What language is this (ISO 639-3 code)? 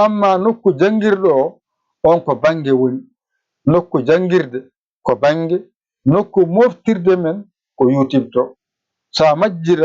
ful